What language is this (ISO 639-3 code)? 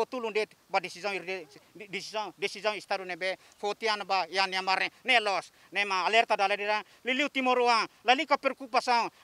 tet